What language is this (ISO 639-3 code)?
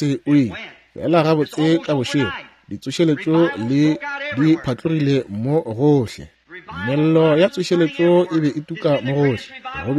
nso